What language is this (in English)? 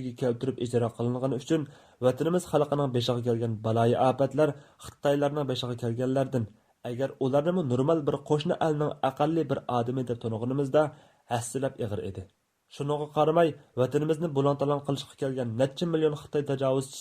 Uyghur